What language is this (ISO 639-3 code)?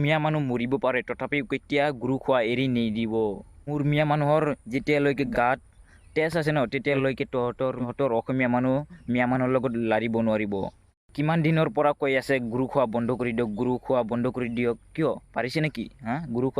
asm